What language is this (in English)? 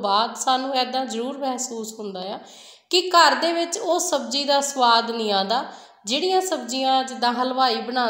Punjabi